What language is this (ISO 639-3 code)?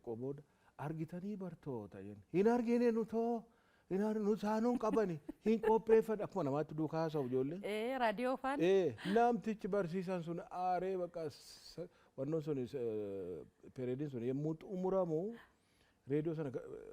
orm